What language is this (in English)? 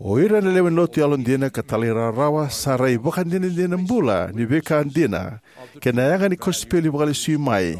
Fijian